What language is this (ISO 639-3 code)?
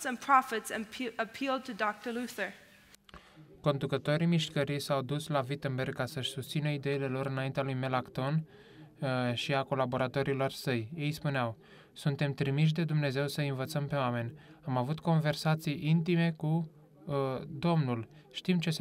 ron